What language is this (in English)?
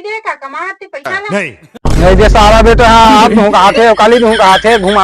Chhattisgarhi